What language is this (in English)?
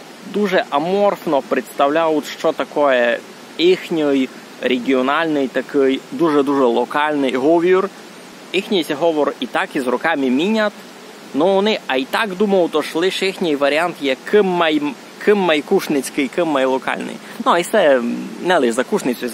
Rusyn